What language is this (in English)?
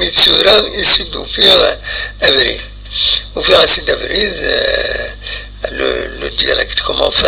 Kabyle